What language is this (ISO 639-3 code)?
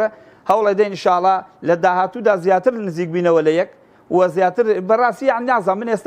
ckb